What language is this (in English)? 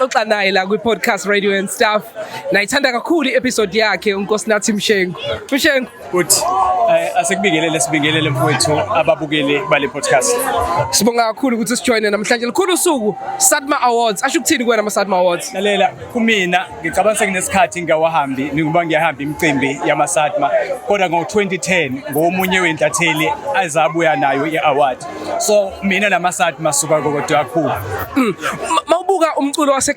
Zulu